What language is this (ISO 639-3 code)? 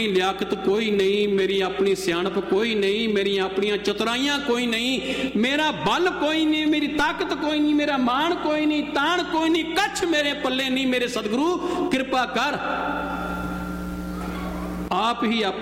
pan